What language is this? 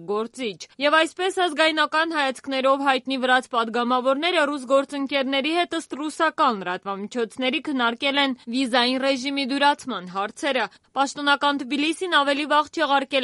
Armenian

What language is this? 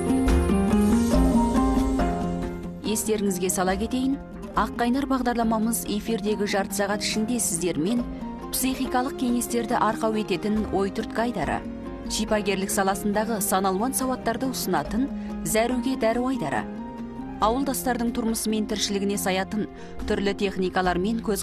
Kazakh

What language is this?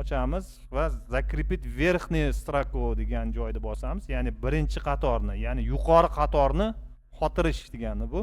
Uzbek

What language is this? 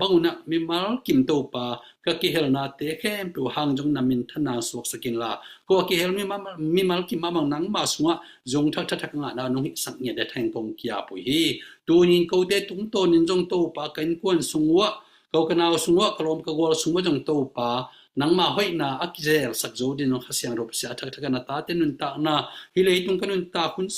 Tedim Chin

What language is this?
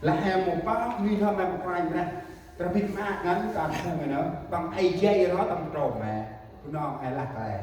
Central Mnong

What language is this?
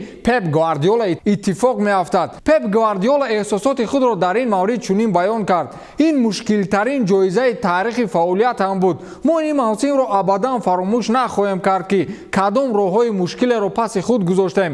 Tajik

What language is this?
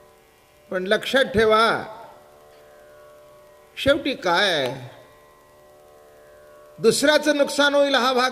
Marathi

